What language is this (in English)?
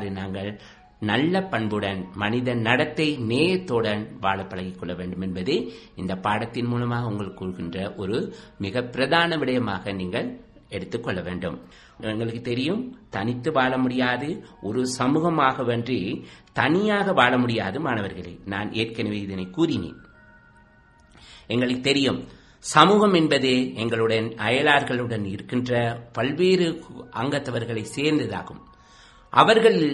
Tamil